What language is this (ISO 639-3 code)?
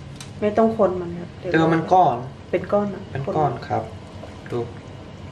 tha